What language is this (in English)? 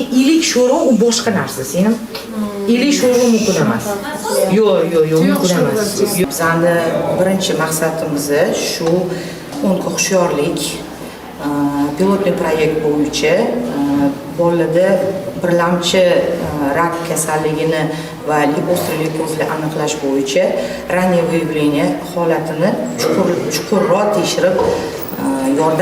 Uzbek